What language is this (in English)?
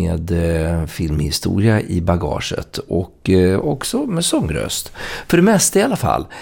Swedish